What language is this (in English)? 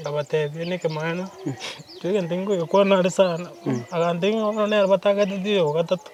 Gusii